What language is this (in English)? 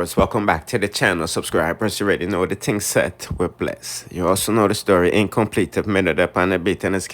Jamaican Creole English